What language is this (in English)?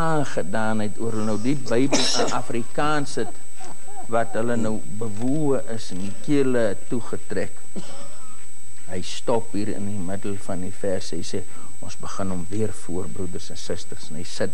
Afrikaans